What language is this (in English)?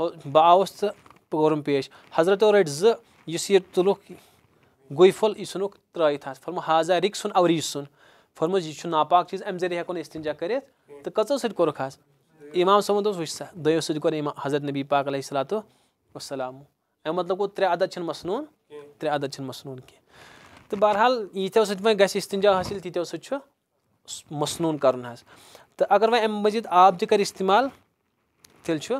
Kashmiri